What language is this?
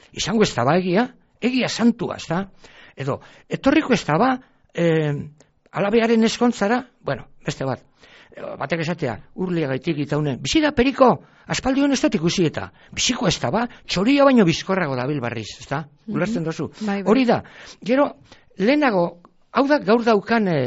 Basque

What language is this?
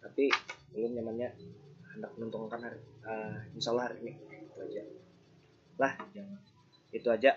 Banjar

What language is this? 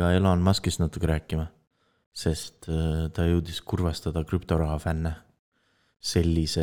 Estonian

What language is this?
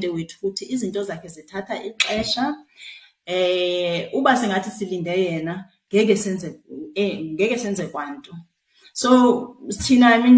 Xhosa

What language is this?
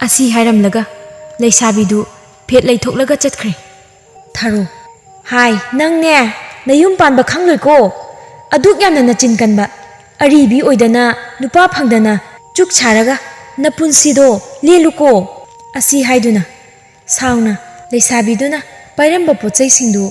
Manipuri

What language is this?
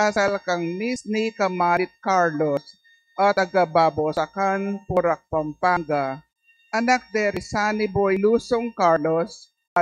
Pampanga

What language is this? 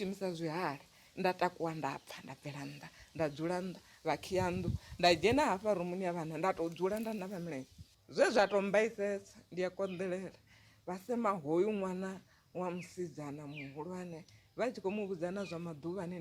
Venda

